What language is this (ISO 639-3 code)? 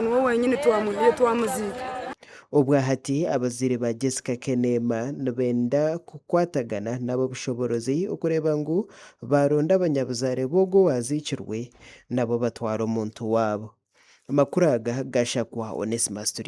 nyn